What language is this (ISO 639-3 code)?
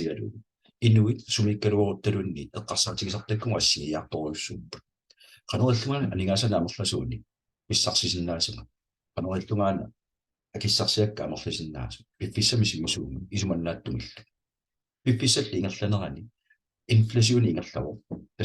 kal